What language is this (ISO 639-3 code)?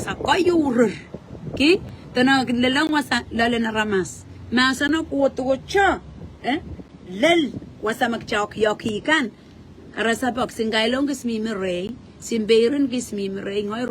pon